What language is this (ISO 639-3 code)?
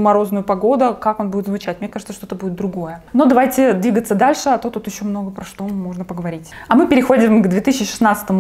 rus